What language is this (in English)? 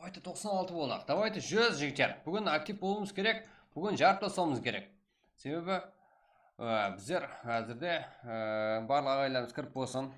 Kara-Kalpak